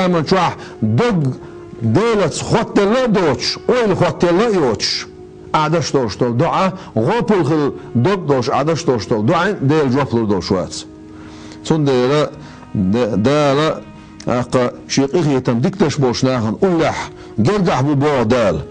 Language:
Chechen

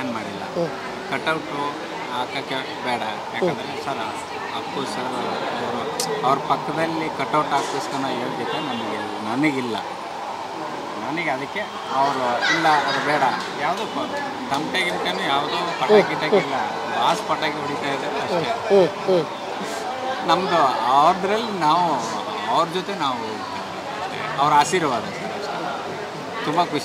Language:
Kannada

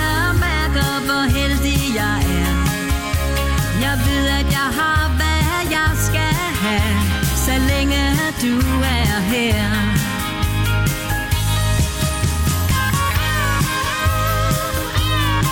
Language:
Danish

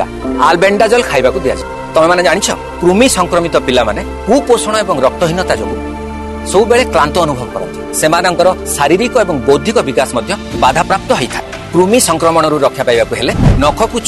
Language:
Odia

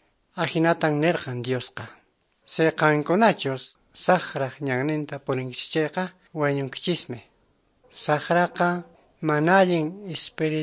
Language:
Quechua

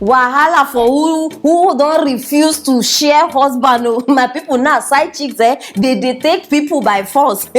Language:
Nigerian Pidgin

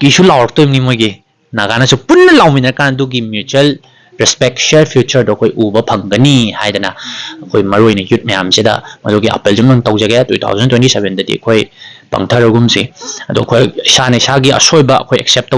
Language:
Manipuri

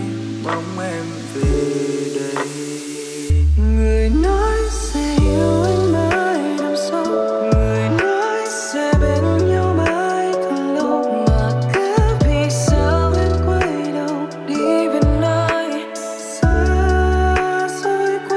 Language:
Vietnamese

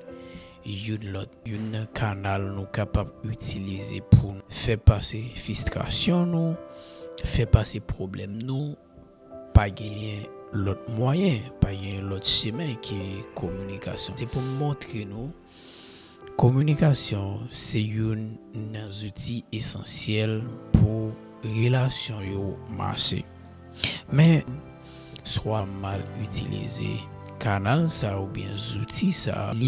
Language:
Haitian Creole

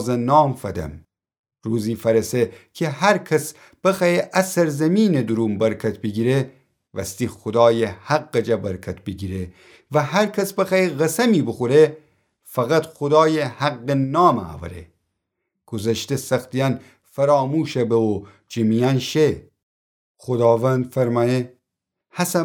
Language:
Gilaki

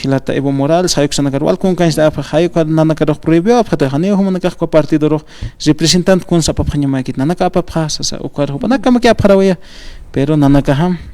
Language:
Aymara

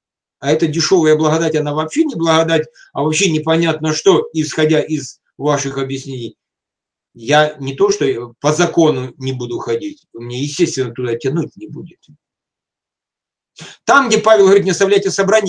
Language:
Russian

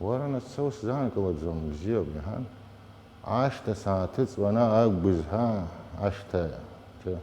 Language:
Abkhazian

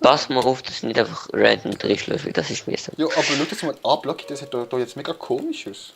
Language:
Swiss German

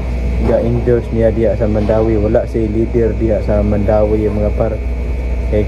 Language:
Cebuano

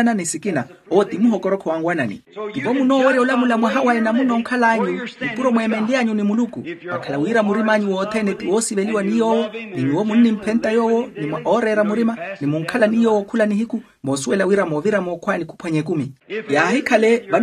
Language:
Makhuwa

